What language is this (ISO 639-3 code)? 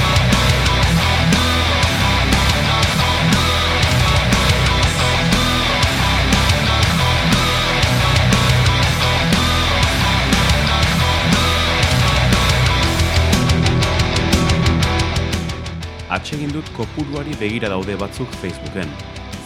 eus